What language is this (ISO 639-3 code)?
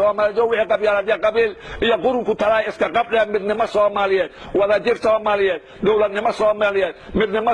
som